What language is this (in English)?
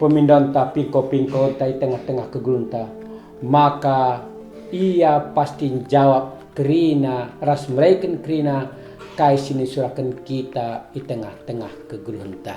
Batak Karo